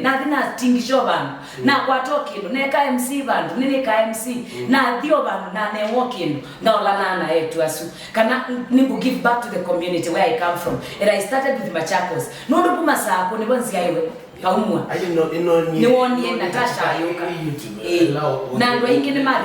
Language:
Kamba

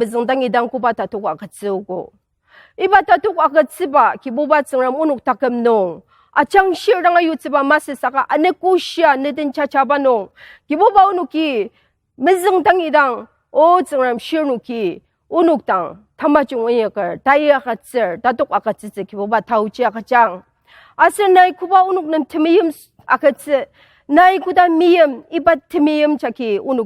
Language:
Ao Naga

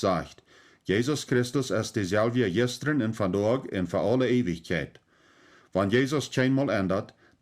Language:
Plautdietsch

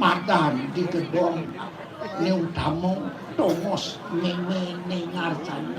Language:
Balinese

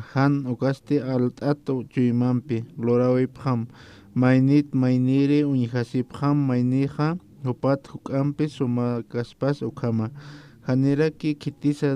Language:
Aymara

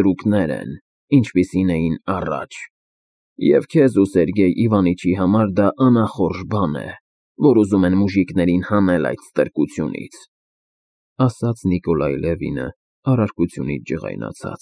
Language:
Armenian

